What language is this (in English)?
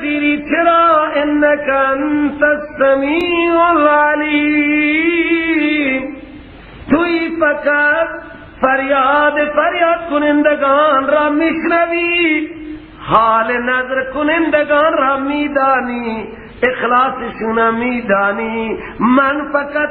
Persian